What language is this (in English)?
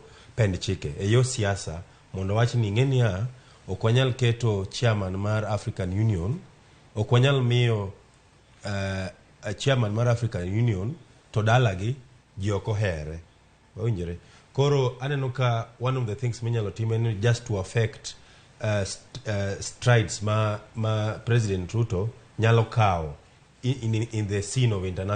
Luo (Kenya and Tanzania)